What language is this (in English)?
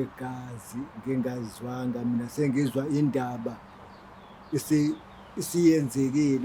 Zulu